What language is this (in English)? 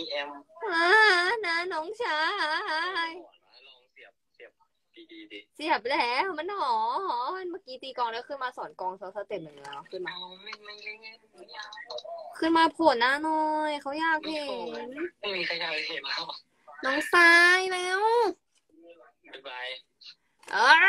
Thai